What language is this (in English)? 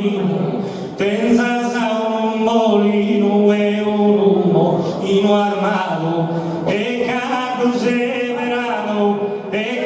Sardinian